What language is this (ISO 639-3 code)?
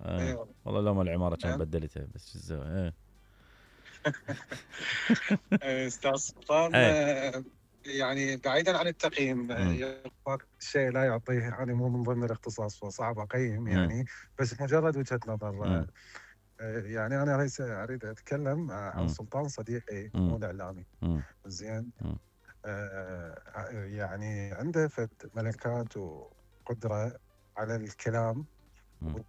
acm